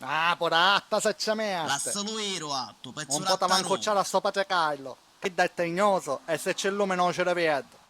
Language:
Sicilian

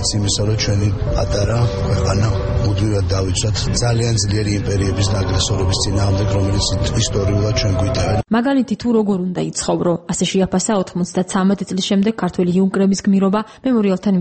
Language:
Georgian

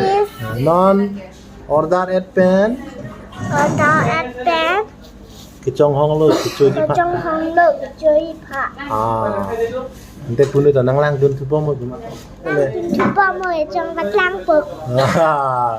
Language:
Karbi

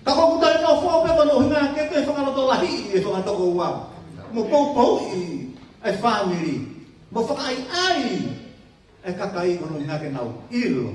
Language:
Tongan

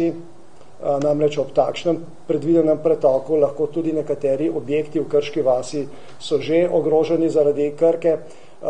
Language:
Slovenian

